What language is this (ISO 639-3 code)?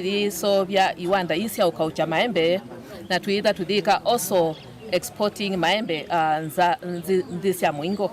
kam